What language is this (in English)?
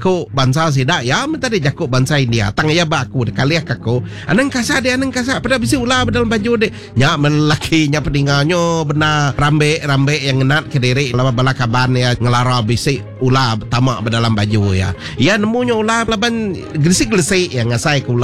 Iban